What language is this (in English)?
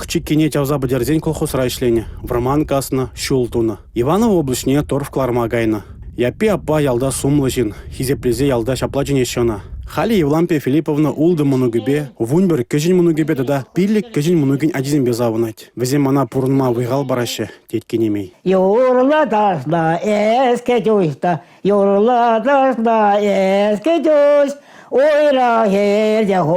Chuvash